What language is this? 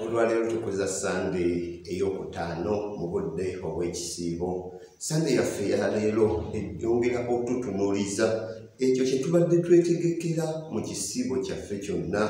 Ganda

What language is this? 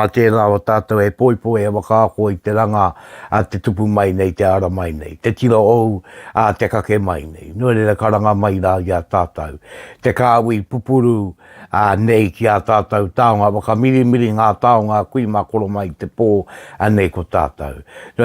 Māori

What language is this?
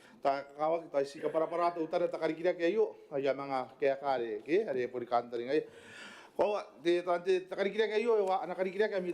Gilbertese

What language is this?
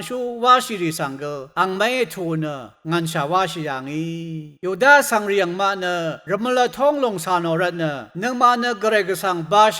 Rawang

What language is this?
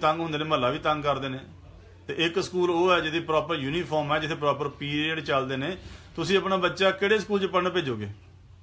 Punjabi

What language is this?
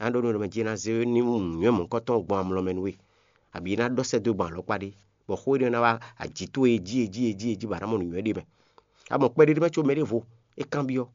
Fon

